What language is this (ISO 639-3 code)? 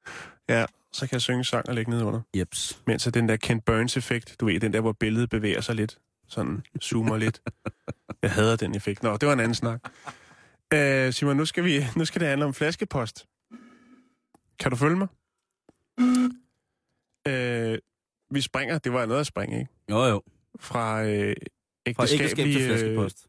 dan